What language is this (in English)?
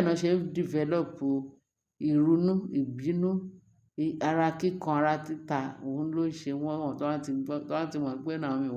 Yoruba